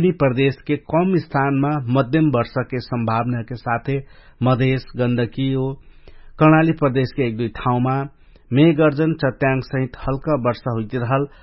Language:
Dangaura Tharu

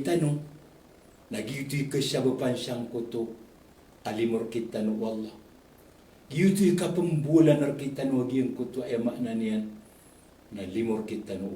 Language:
Maranao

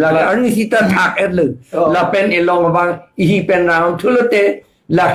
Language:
Karbi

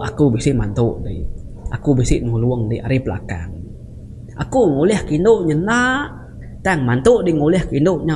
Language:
Iban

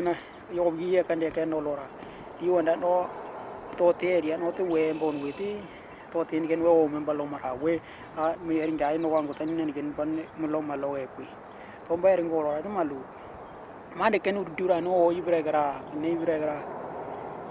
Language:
Western Dani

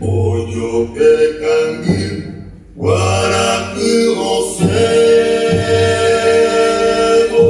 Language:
Guarani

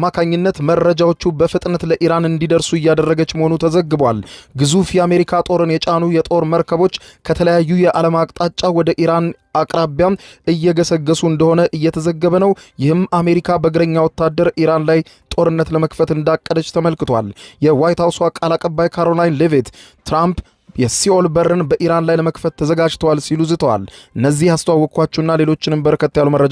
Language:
Amharic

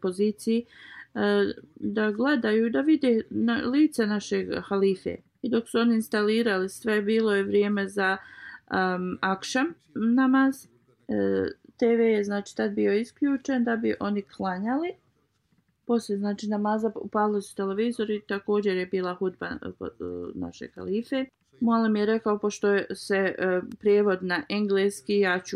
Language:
Bosnian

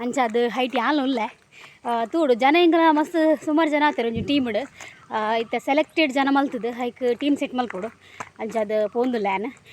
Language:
Tulu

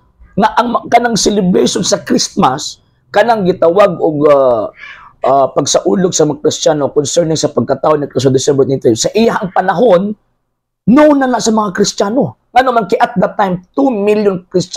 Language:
Cebuano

